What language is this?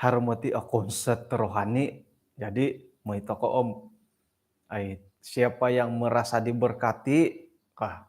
Central Dusun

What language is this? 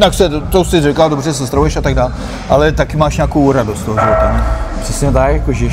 Czech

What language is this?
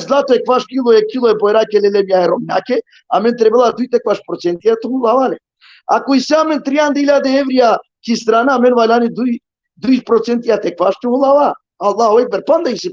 Balkan Romani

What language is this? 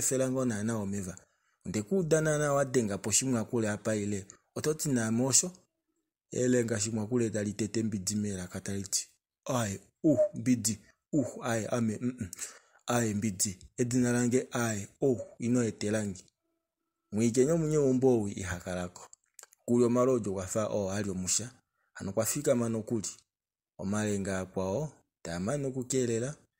Kuanyama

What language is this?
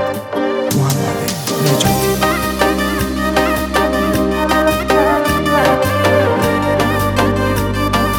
Persian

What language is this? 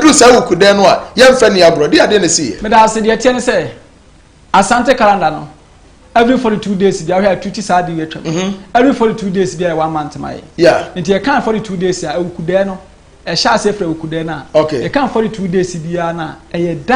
Akan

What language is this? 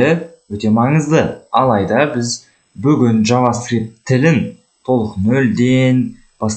Kazakh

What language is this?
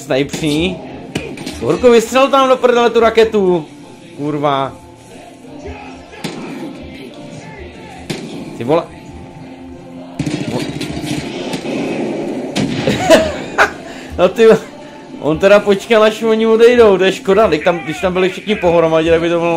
Czech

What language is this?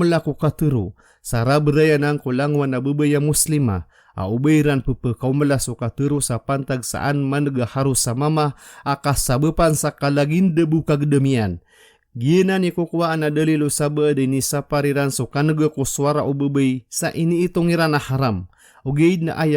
Maranao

